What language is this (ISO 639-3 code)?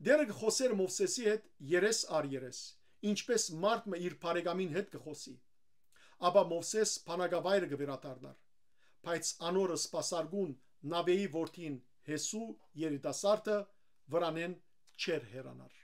hyw